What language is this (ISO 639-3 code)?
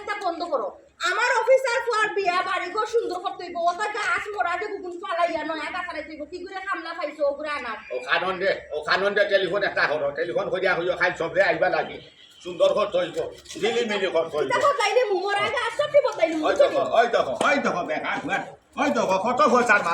syl